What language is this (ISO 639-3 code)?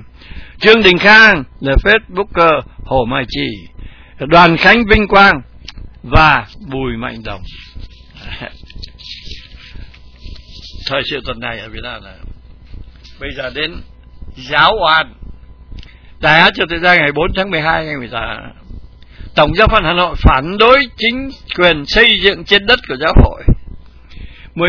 vie